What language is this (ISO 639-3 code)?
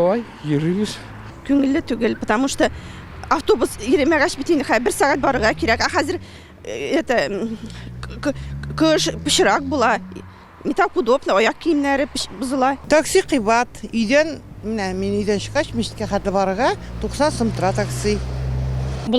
tat